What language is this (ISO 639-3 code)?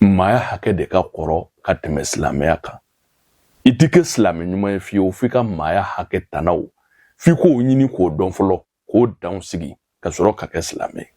bam